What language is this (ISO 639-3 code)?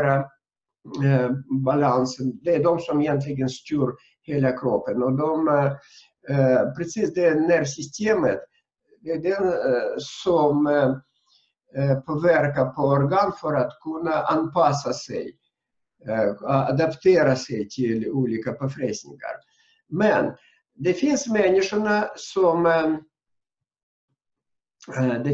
swe